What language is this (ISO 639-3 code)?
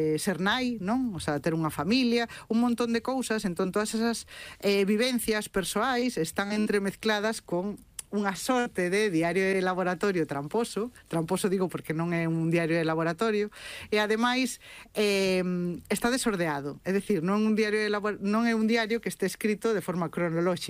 glg